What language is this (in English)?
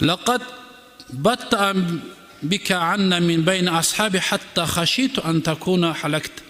Kumyk